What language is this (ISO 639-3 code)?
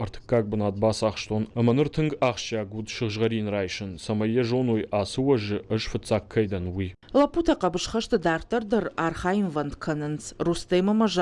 oss